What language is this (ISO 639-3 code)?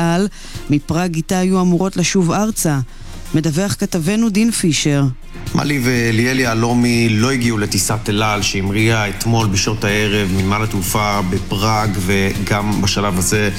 heb